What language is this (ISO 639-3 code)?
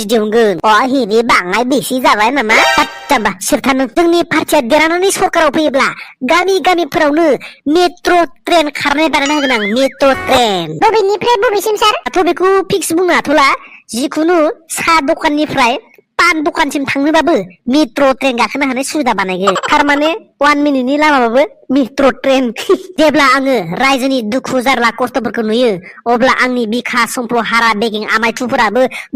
brx